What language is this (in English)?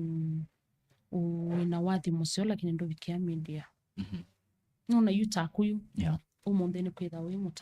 Kamba